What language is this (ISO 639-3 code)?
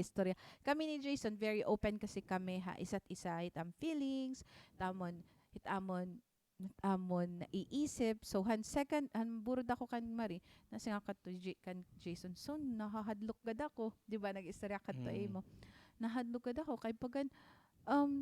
war